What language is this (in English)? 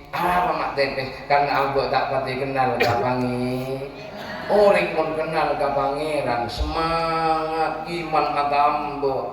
Madurese